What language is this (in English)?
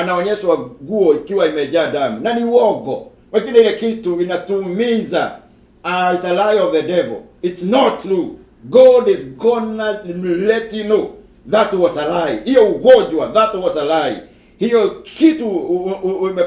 Swahili